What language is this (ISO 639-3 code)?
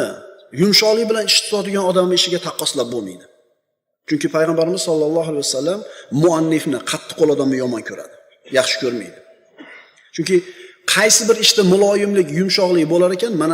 uzb